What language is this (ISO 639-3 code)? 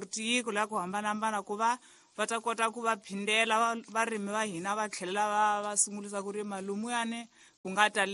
tso